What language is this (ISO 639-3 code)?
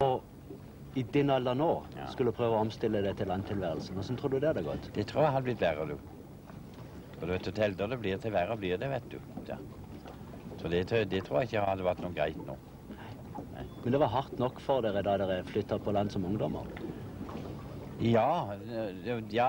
nor